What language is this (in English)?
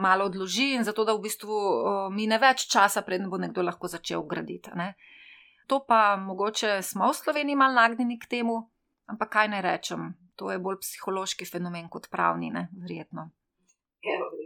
Slovenian